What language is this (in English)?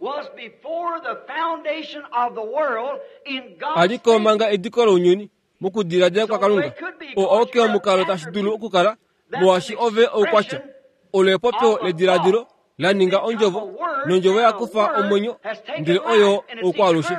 Kuanyama